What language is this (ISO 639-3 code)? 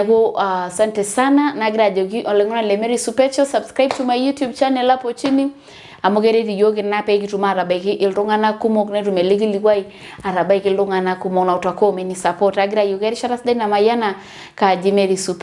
mas